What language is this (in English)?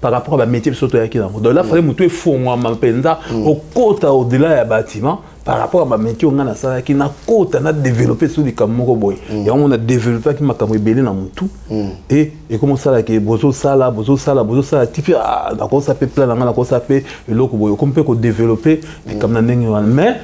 Lingala